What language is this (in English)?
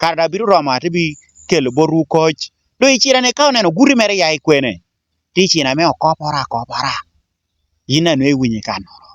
Lango (Uganda)